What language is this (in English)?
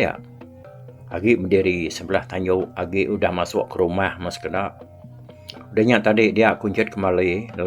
Iban